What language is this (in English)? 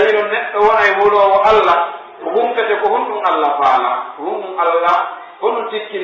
Pular